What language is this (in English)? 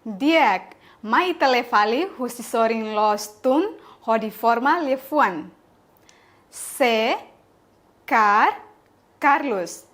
Tetum